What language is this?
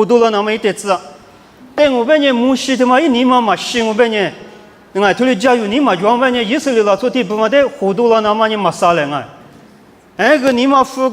Lisu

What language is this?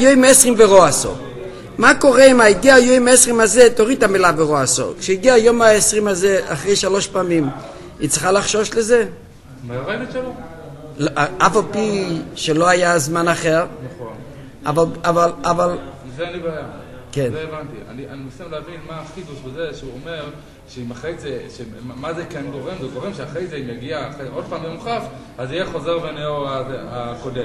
Hebrew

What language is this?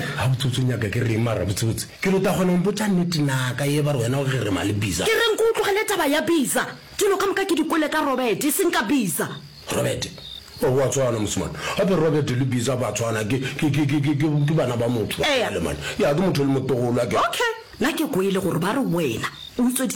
Northern Sotho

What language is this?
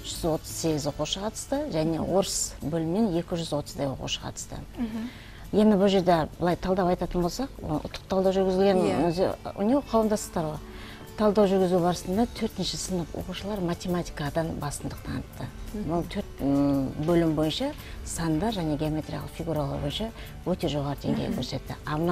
Kazakh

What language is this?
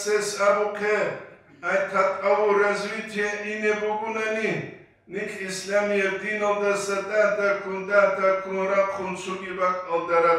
Avaric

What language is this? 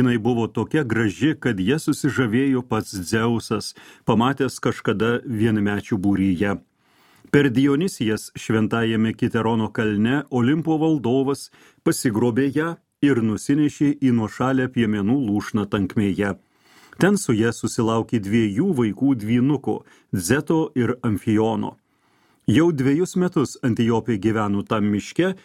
Lithuanian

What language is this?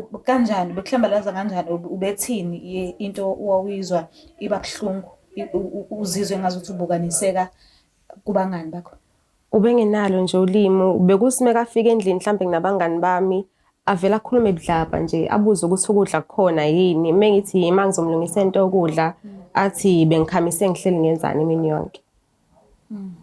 Zulu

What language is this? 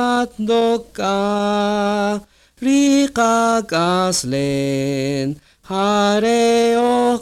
Kaqchikel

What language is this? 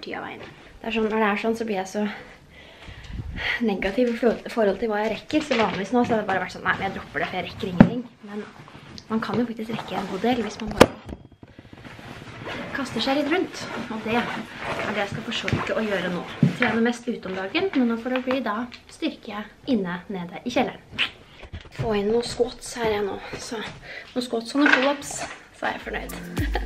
Norwegian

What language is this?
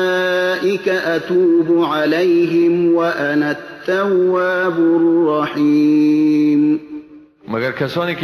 Persian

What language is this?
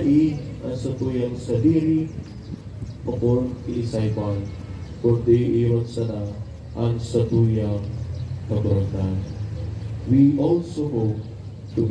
Bikol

